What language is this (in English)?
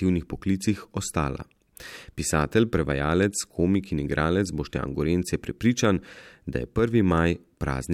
Slovenian